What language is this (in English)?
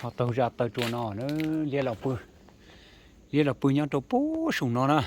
Hmong